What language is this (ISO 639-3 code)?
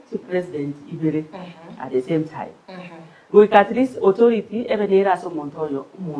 guz